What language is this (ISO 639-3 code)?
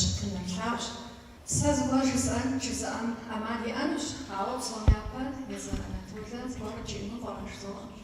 kbd